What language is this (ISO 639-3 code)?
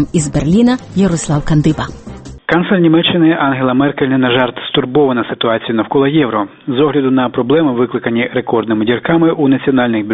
ukr